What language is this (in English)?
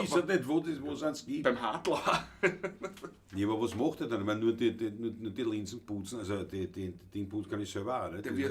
Bavarian